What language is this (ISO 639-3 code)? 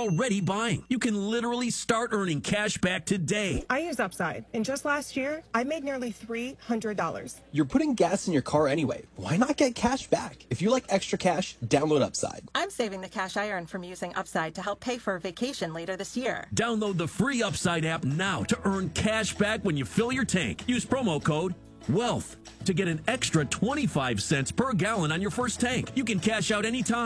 eng